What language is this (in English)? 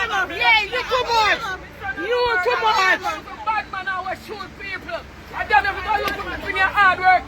Jamaican Creole English